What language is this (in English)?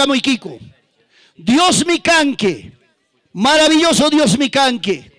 Ayacucho Quechua